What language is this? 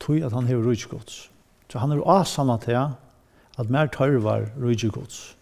Faroese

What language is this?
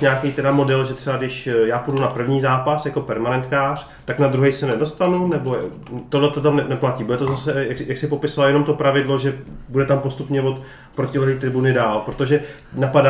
Czech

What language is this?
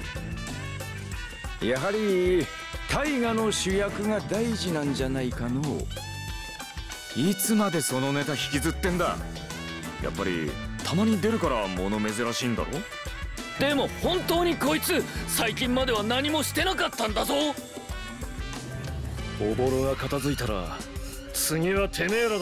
Japanese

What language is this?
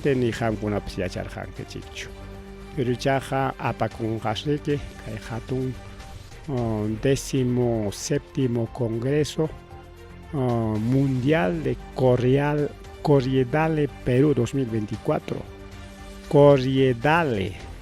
Ayacucho Quechua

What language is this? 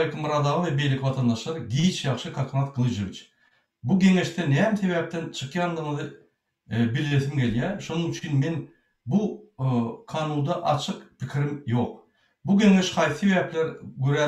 Turkmen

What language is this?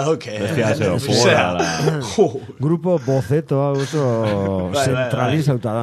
Basque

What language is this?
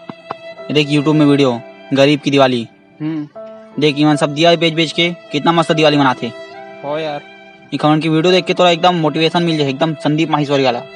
Chhattisgarhi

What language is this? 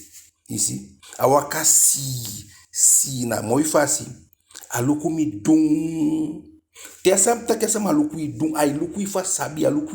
Eastern Maroon Creole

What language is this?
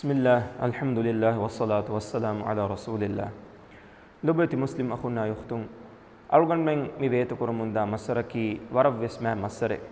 Divehi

